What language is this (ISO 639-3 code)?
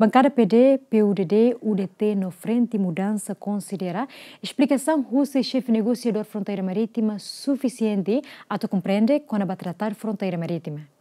tet